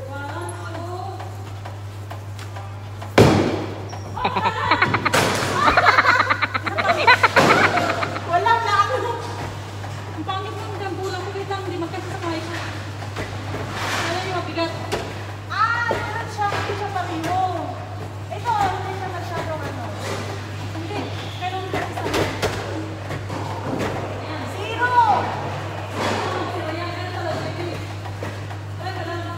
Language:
Filipino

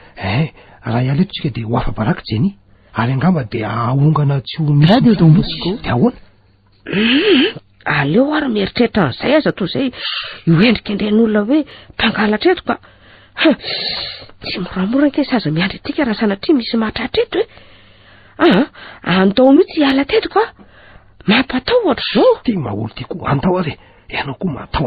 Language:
Malagasy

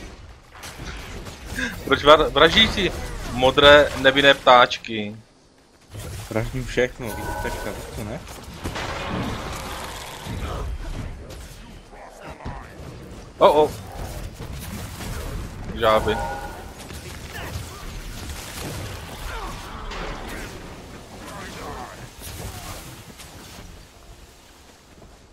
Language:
Czech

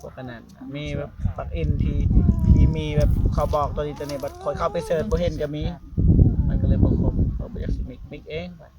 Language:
Northeastern Thai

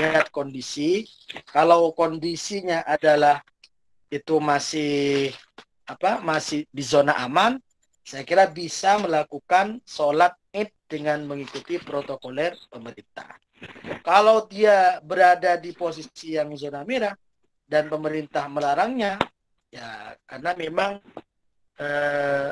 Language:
Indonesian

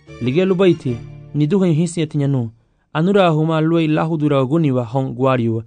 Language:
Garifuna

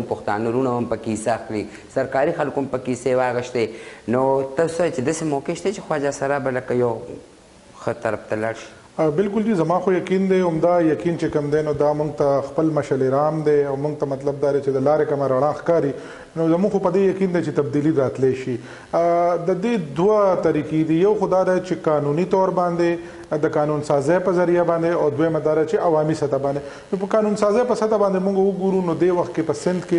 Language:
Pashto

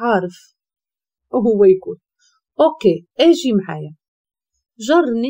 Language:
Moroccan Arabic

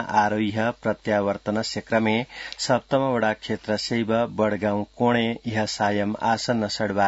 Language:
Sanskrit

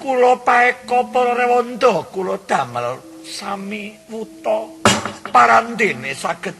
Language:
Javanese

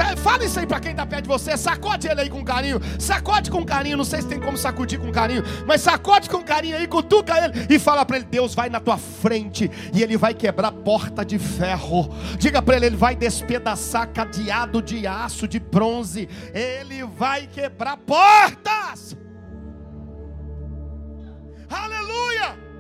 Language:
Portuguese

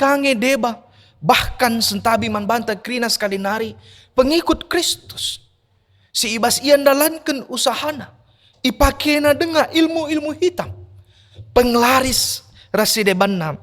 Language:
Batak Karo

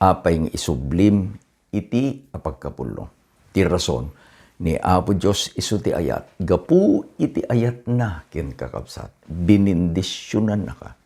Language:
Iloko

